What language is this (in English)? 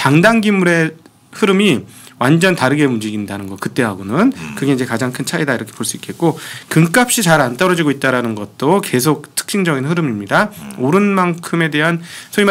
Korean